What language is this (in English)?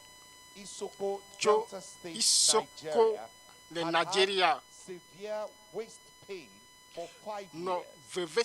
Ewe